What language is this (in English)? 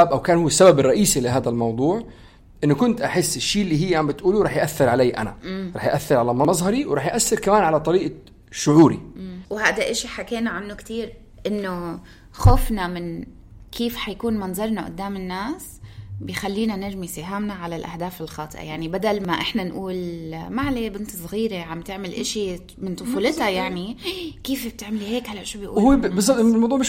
North Levantine Arabic